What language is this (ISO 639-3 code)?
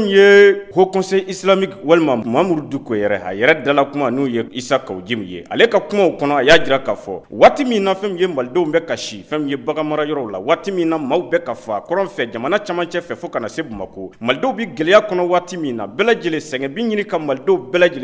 bam